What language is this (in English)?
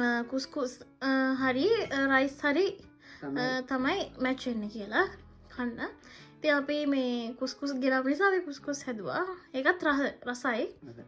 Sinhala